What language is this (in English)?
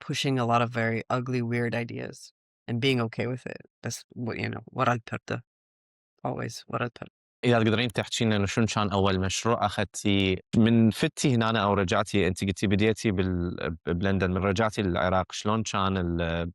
Mesopotamian Arabic